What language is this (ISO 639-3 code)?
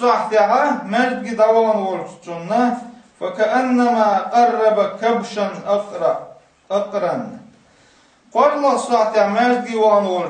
che